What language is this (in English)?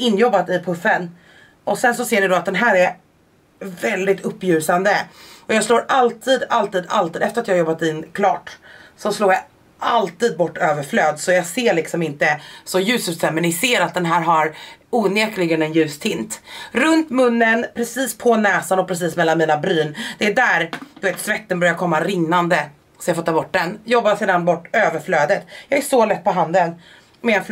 Swedish